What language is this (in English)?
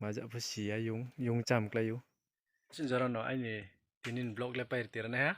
Riang (India)